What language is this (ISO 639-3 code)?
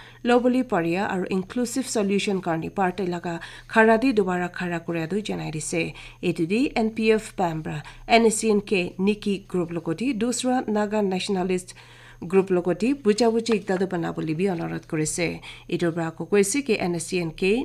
nag